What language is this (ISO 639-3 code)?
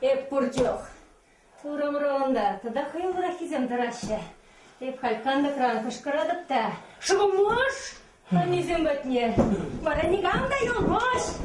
chv